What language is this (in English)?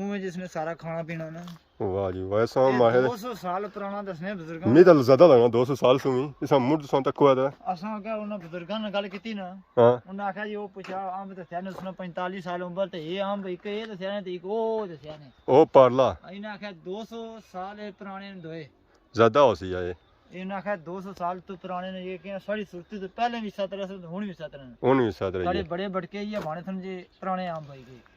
Pahari-Potwari